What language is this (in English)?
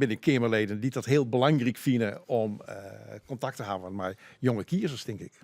Western Frisian